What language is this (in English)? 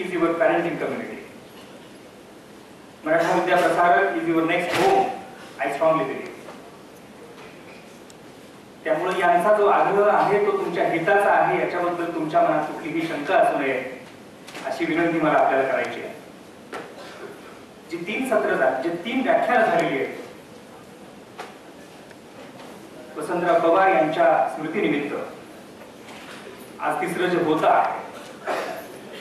Marathi